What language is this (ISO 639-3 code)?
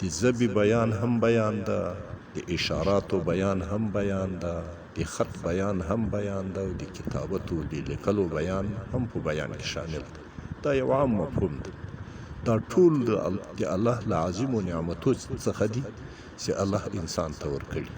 pus